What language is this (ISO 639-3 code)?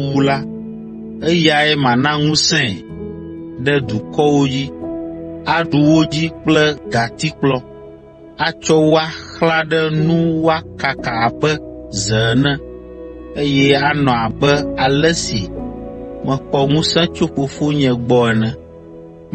ewe